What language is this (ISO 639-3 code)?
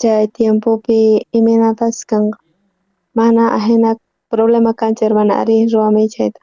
quh